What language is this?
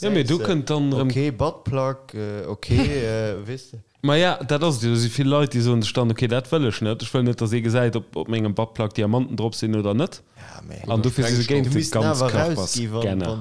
Luxembourgish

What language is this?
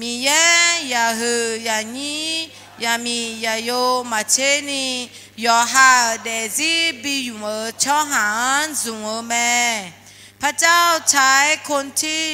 Akha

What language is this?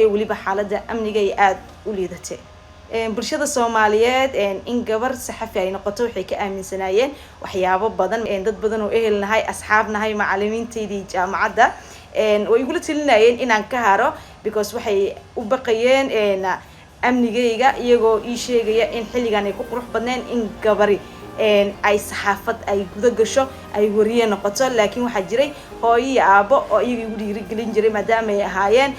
Somali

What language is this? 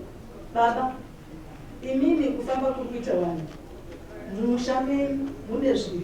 Shona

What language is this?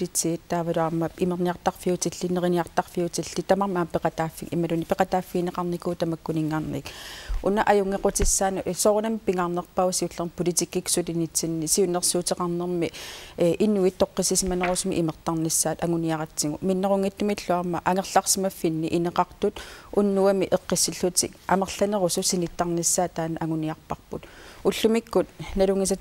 Kalaallisut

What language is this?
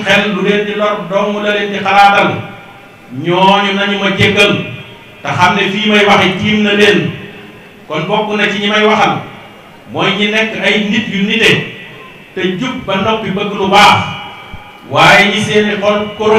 Wolof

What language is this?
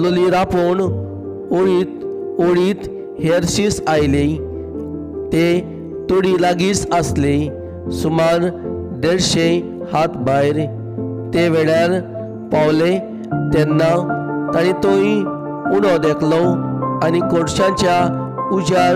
Konkani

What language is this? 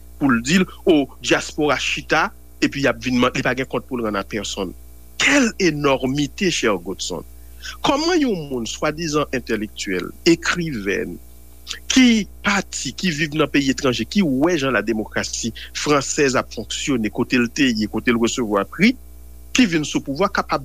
Haitian Creole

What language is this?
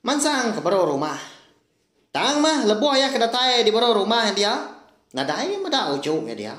Iban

